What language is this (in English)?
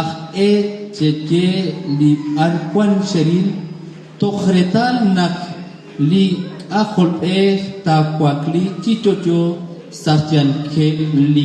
Kekchí